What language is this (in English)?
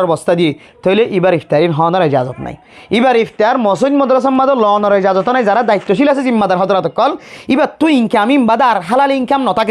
Rohingya